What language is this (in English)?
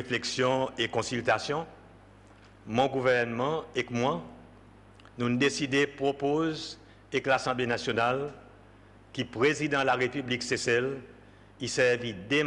Seselwa Creole French